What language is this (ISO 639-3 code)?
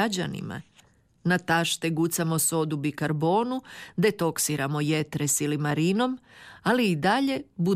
hrv